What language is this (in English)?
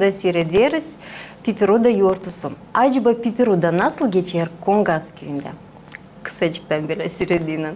Gagauz